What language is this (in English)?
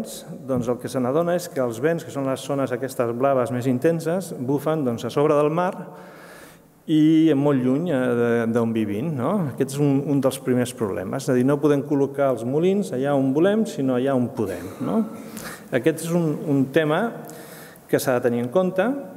Catalan